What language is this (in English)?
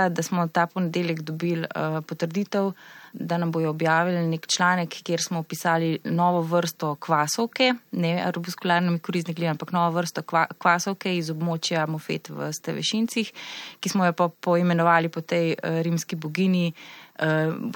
Slovenian